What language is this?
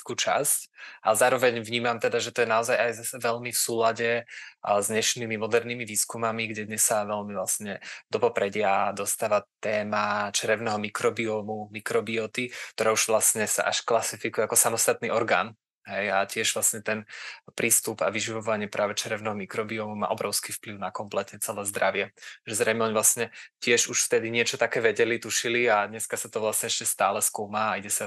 Slovak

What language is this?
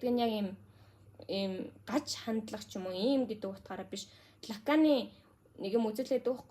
Mongolian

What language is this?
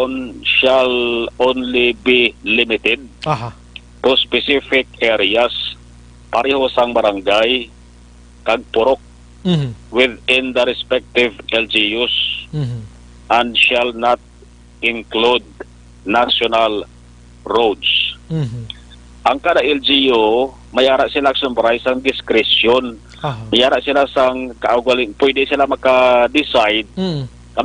Hiligaynon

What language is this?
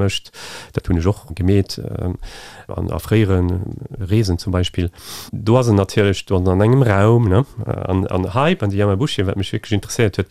Luxembourgish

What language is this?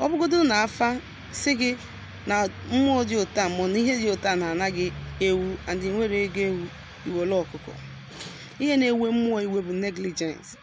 Igbo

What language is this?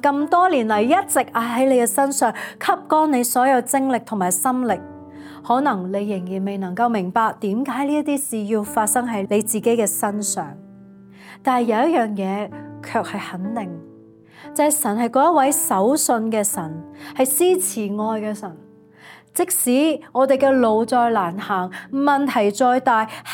Cantonese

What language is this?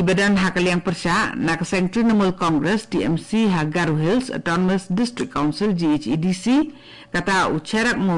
Khasi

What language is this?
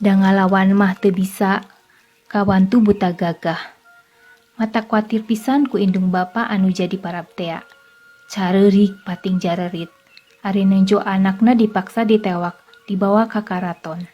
Sundanese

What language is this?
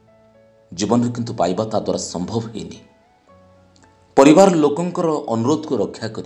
Odia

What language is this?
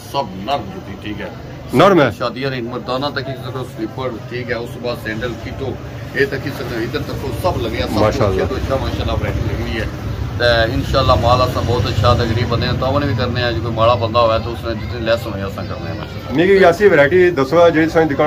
Pahari-Potwari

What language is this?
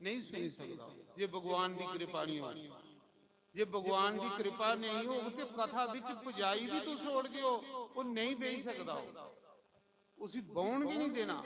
Dogri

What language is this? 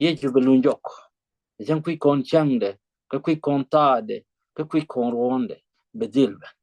Nuer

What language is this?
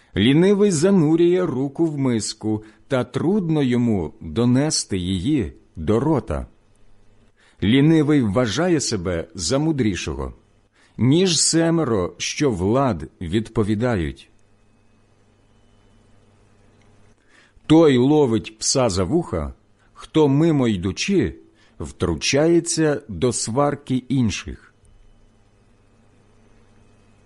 Ukrainian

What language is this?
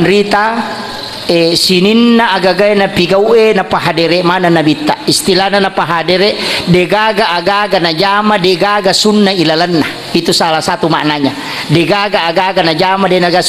Buginese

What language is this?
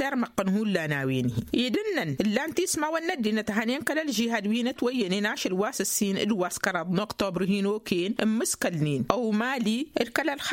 Tamasheq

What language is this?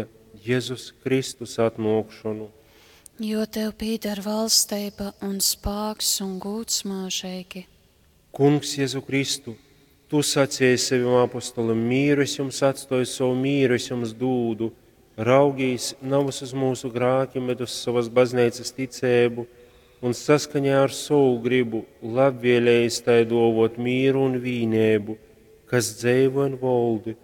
Latgalian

